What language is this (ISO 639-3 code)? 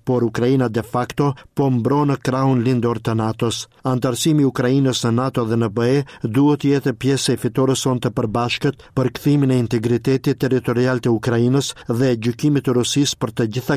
sqi